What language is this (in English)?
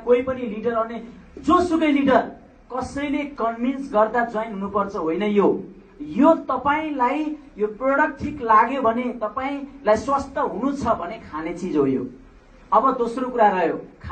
Nepali